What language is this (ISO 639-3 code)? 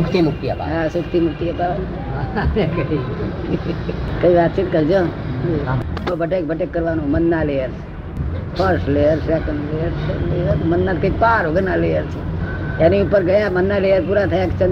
guj